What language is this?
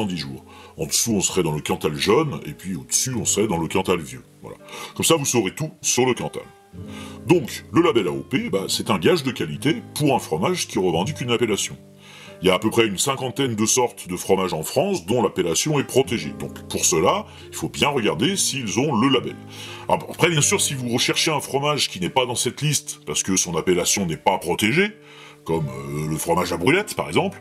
French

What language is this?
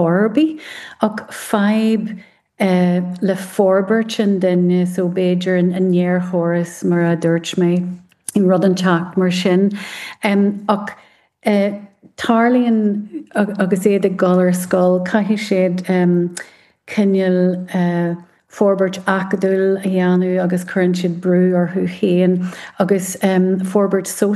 Irish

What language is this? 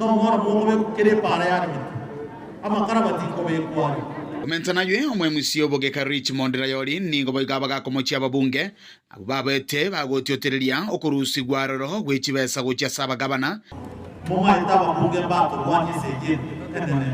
Gusii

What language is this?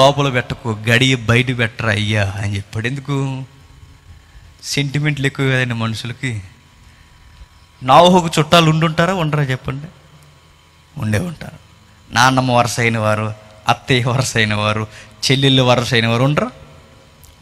Telugu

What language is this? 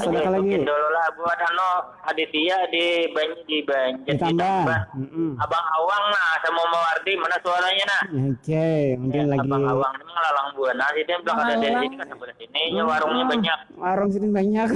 Banjar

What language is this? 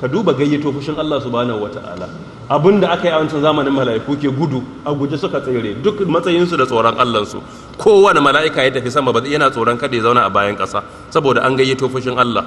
Hausa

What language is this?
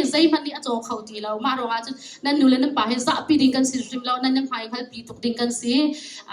Hakha Chin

